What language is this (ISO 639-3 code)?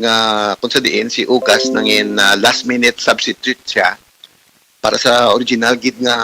hil